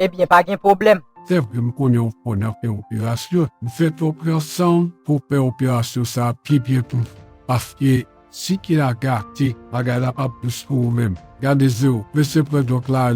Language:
Haitian Creole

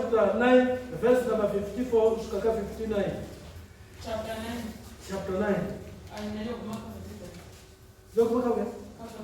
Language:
Venda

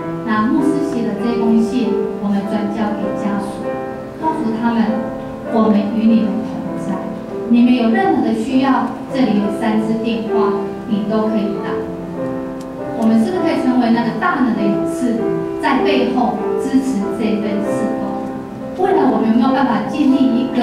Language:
Chinese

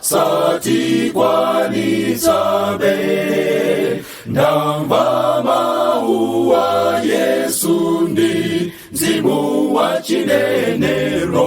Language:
Nyanja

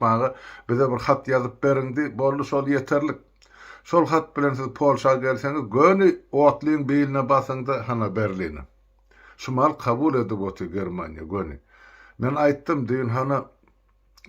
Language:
Turkmen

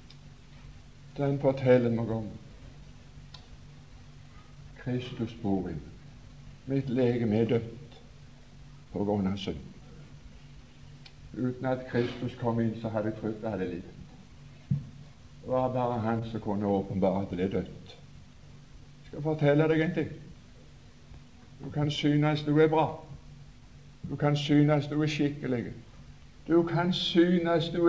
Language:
Norwegian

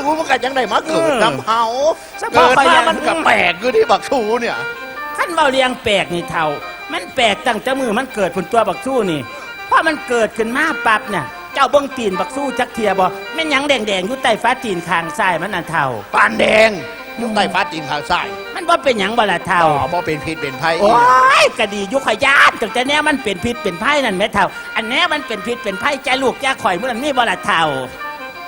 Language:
Northeastern Thai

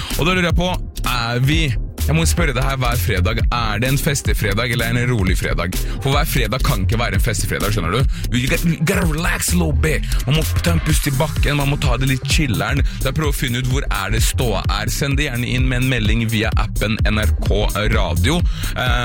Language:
Norwegian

